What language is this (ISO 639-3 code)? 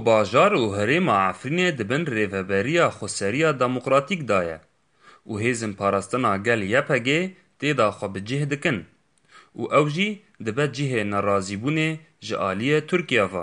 kur